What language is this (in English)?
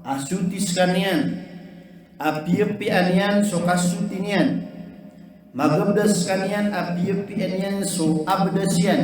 Maranao